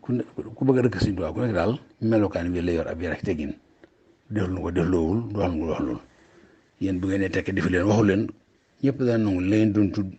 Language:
Wolof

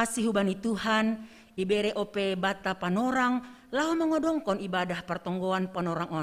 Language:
Batak Simalungun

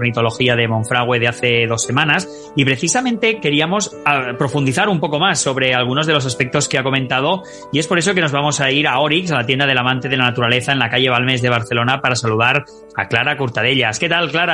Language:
Spanish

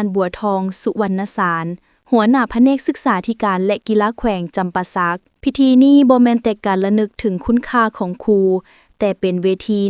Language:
Lao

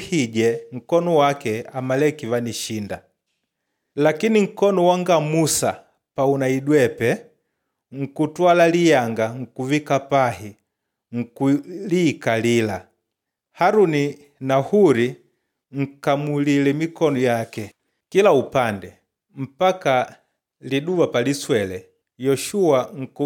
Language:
Makonde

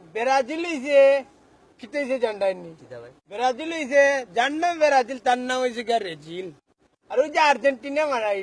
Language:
Sylheti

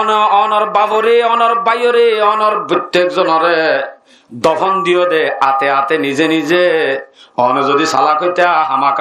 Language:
Rohingya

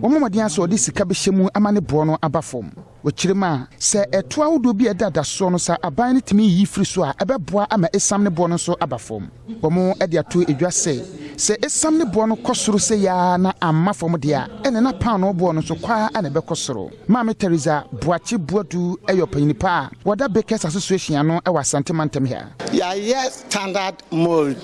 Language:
Akan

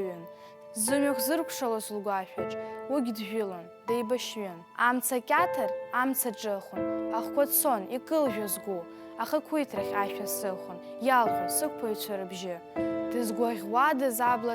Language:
Abkhazian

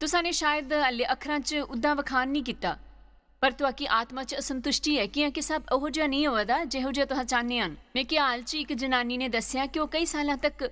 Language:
Dogri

